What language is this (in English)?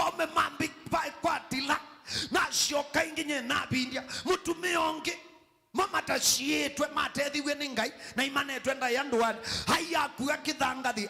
Kamba